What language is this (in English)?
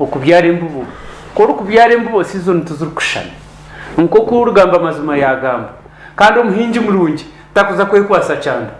Nyankole